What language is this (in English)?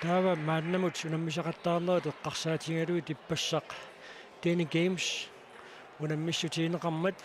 Kalaallisut